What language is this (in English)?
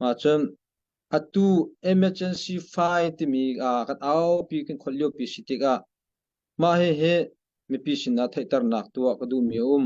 Hakha Chin